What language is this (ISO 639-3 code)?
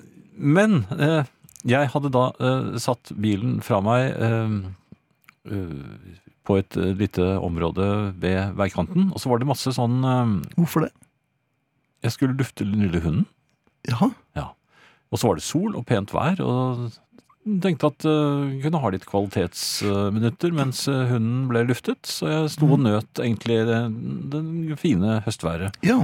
nor